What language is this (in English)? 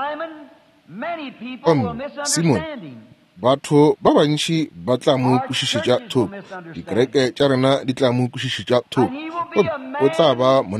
Northern Sotho